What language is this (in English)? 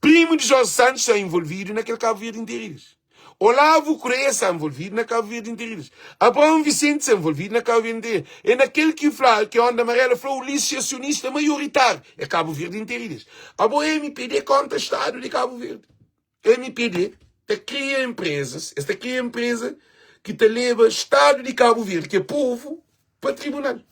Kabuverdianu